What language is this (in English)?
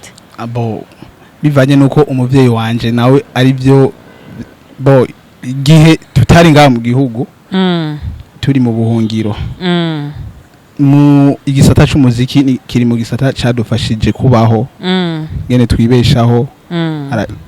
Rundi